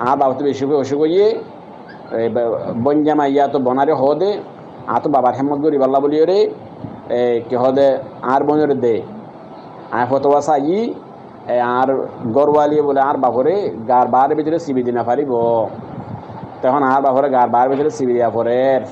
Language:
Rohingya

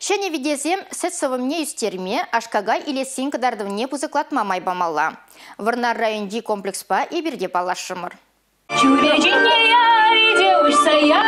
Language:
Chuvash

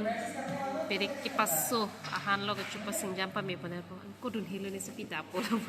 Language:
Karbi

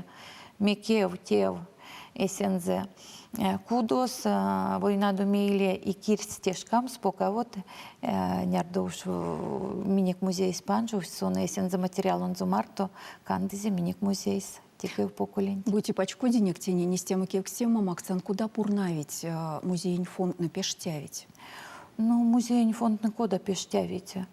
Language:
Erzya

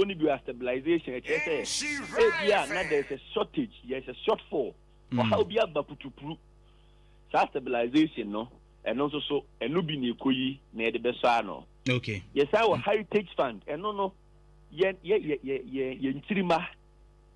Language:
Akan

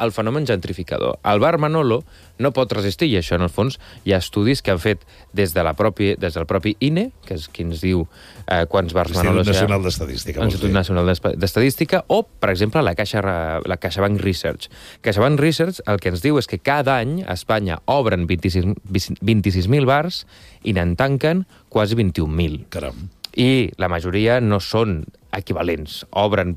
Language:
Catalan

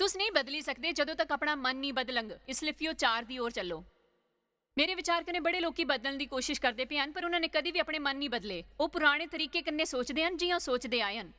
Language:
Dogri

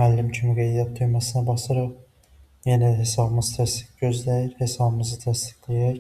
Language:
Azerbaijani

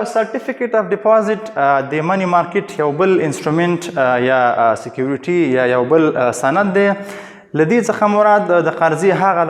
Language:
Pashto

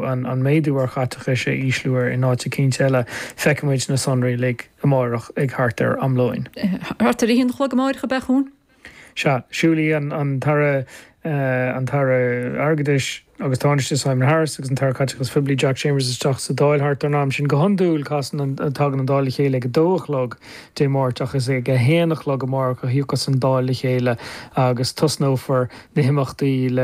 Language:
Irish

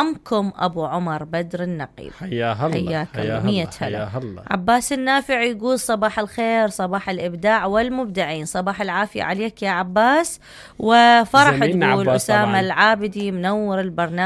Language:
Mesopotamian Arabic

